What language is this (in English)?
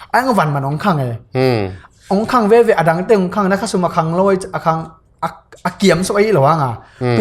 Tedim Chin